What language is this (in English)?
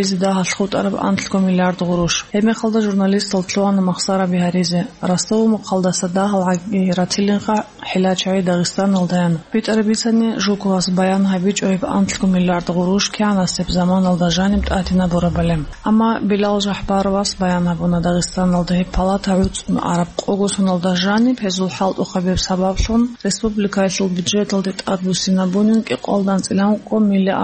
Avaric